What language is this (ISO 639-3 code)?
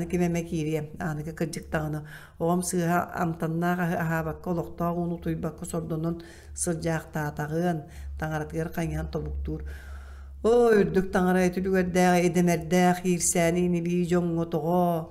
sah